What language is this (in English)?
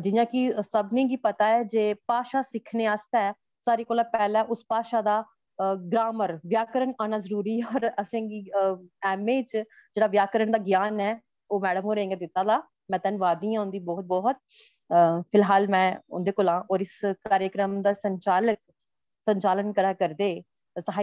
Dogri